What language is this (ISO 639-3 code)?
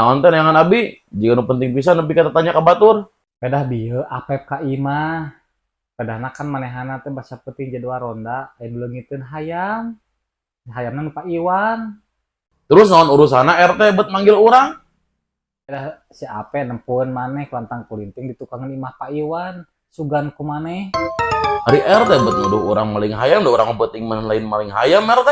sun